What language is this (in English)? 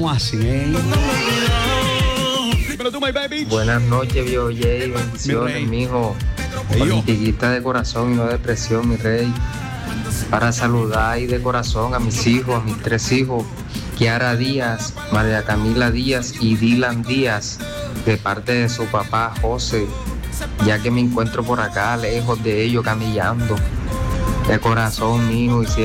Spanish